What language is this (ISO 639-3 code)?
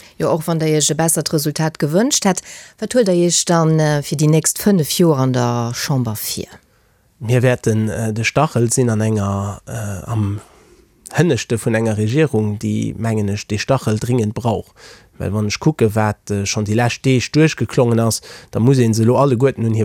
ltz